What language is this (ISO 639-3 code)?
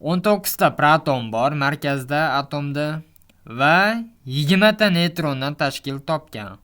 uzb